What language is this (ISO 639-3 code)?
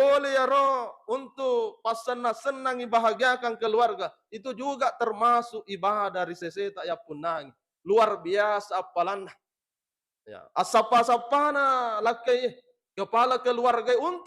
bug